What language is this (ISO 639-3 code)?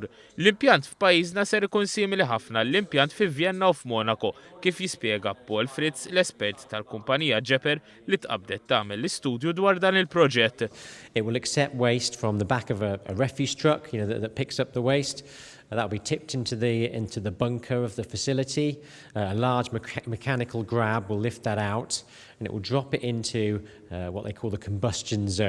mlt